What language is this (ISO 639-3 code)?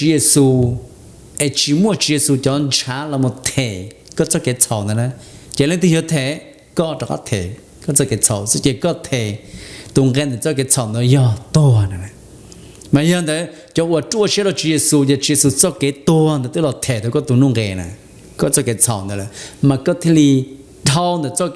hmn